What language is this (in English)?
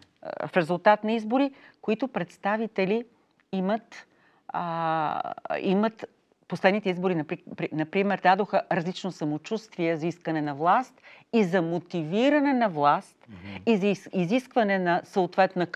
Bulgarian